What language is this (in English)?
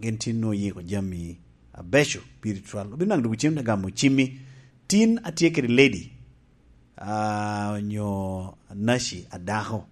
Lango (Uganda)